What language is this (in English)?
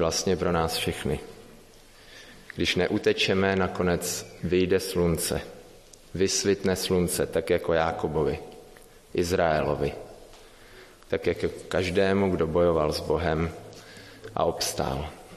Czech